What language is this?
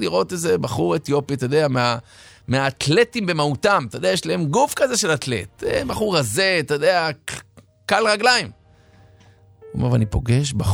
Hebrew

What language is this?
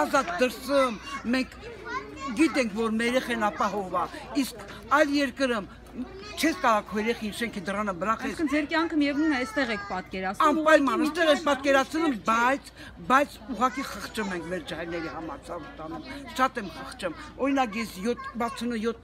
Armenian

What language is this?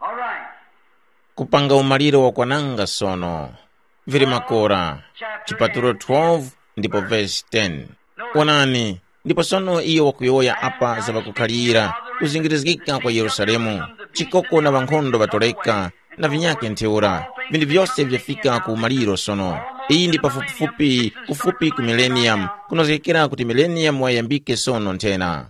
Tumbuka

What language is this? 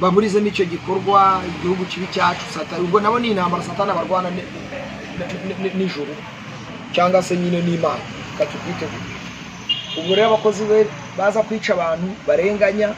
Kinyarwanda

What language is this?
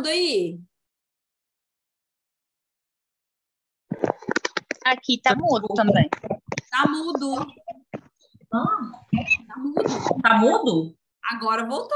Portuguese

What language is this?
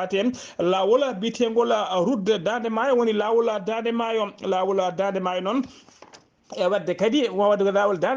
Fula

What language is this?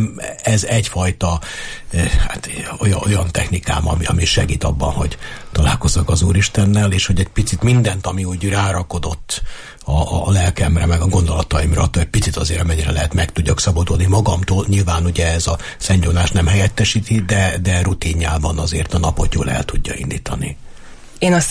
Hungarian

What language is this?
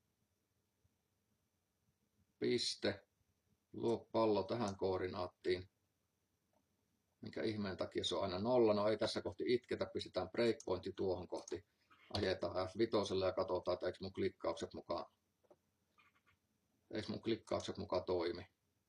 Finnish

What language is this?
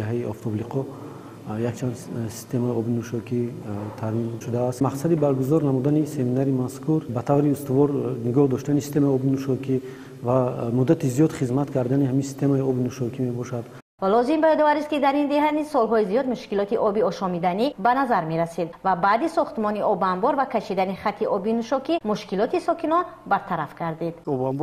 Tajik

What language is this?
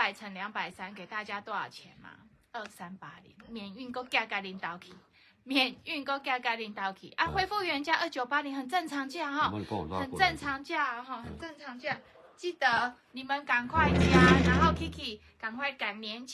Chinese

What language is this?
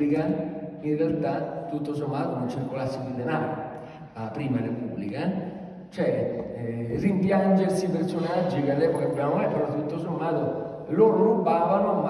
Italian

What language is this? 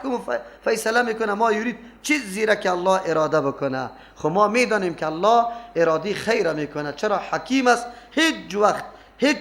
Persian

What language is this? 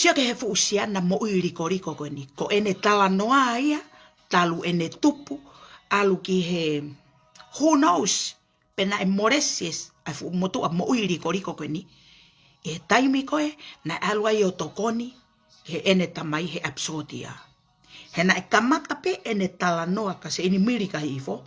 Tongan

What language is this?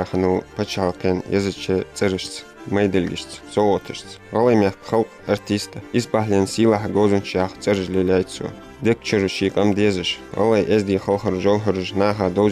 Ingush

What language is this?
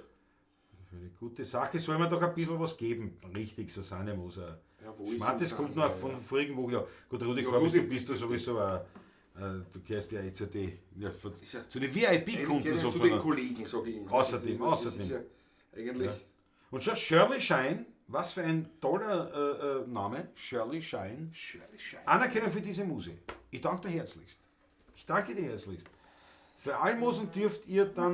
Bavarian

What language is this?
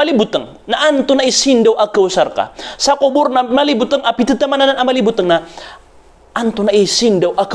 Maranao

